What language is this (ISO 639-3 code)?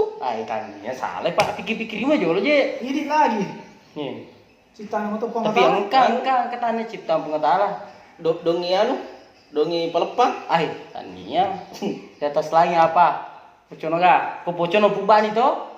bug